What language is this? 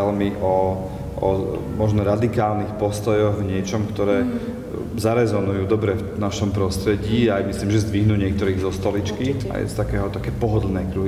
Slovak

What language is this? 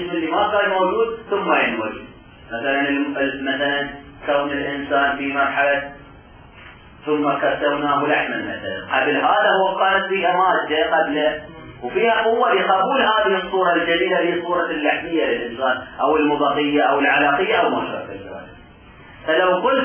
Arabic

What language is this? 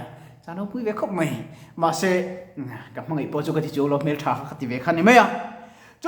Mizo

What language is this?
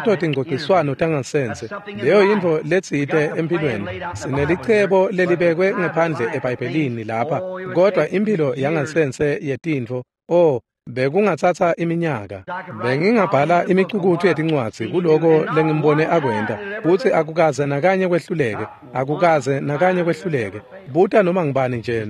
Swati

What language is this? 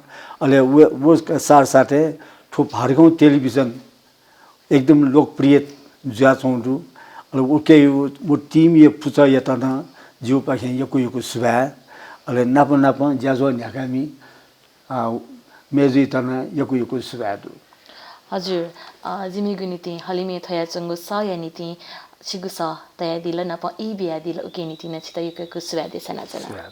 Newari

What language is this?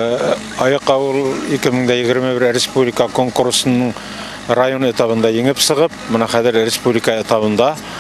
Bashkir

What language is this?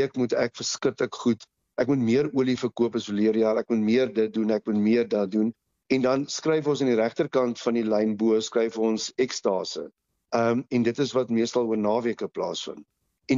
Afrikaans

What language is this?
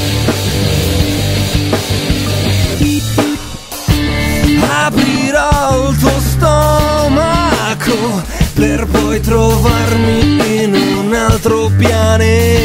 Italian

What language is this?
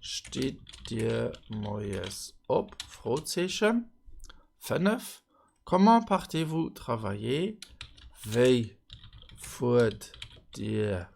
Luxembourgish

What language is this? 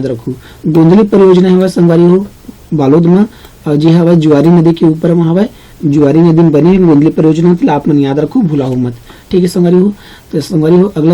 Chhattisgarhi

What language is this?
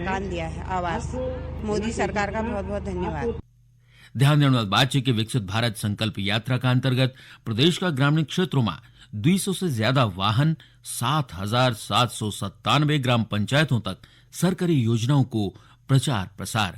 Garhwali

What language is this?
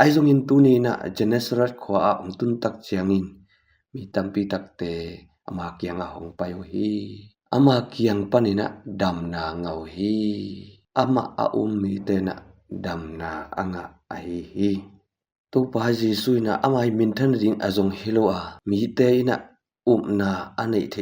Tedim Chin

